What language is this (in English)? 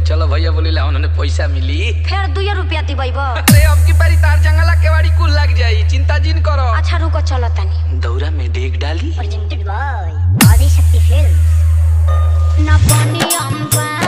Bhojpuri